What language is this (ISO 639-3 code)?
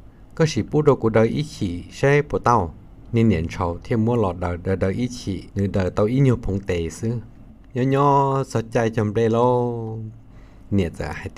hmn